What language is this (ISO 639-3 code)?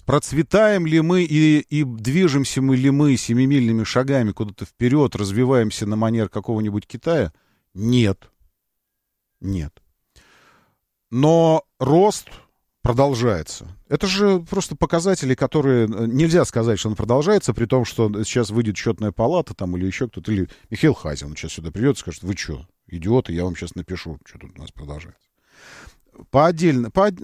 rus